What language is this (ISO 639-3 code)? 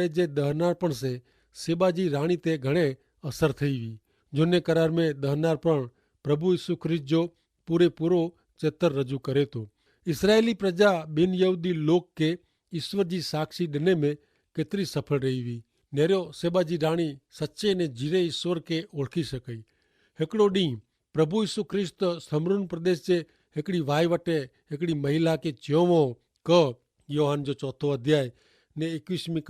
kfr